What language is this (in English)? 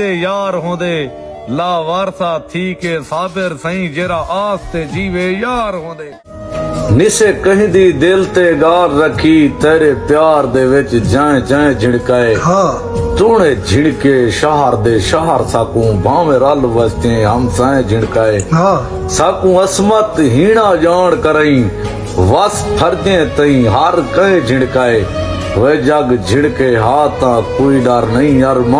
Saraiki